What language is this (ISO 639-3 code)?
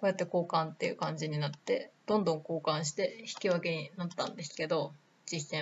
jpn